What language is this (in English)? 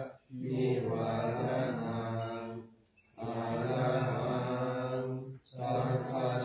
Pali